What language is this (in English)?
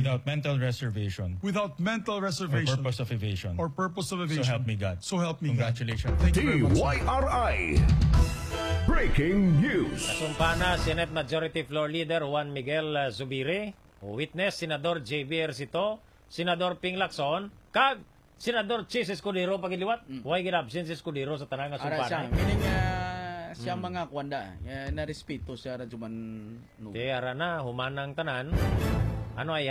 Hiligaynon